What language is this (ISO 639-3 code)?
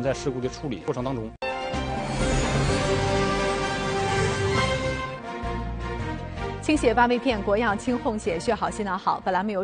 zho